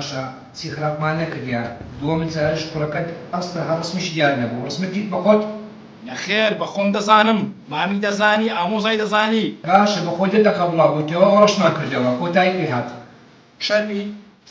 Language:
Central Kurdish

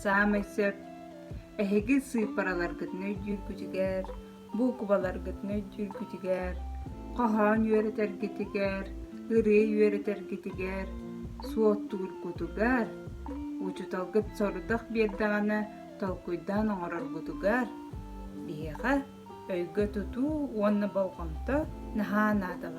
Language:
Yakut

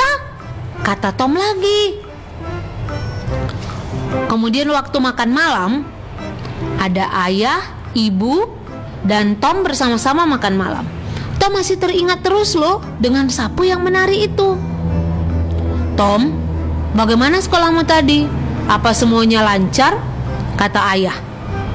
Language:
Indonesian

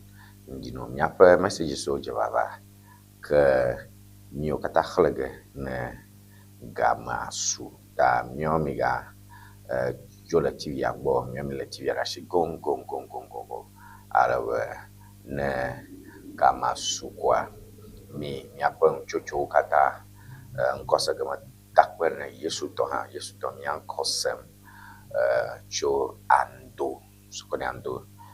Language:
Ewe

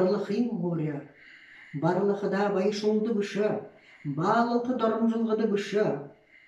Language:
Buriat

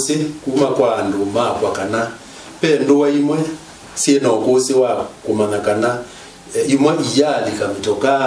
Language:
Kamba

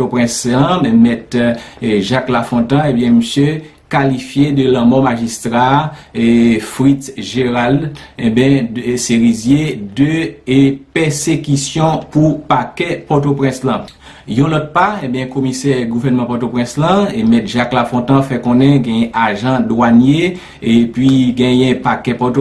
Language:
Haitian Creole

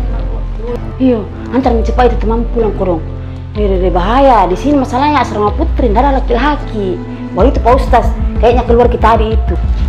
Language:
Makassar Malay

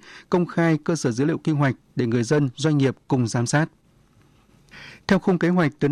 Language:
Vietnamese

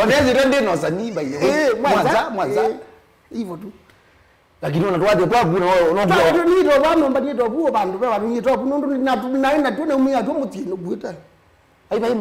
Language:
Kamba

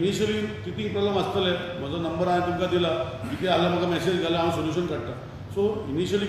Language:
Konkani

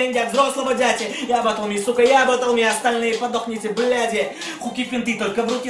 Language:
Russian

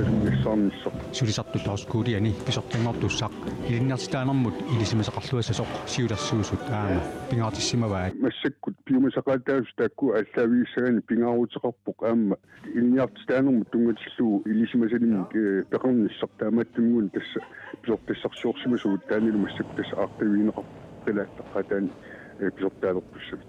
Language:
Kalaallisut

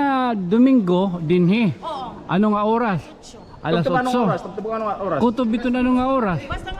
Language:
Waray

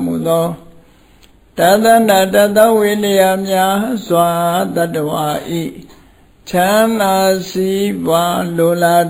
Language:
Burmese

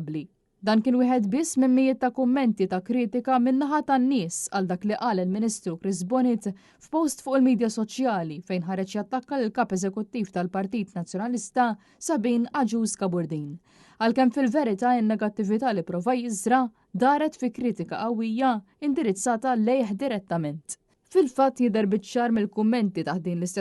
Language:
Maltese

